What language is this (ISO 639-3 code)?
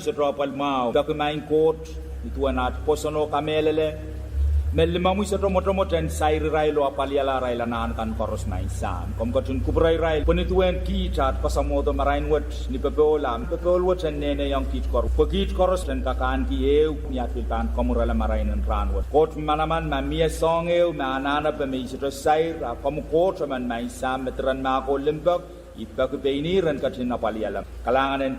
pon